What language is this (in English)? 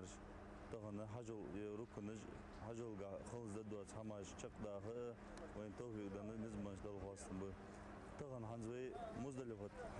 Ingush